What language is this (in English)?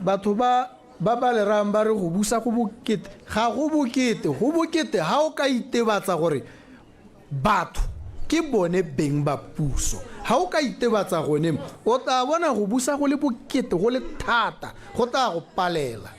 Tswana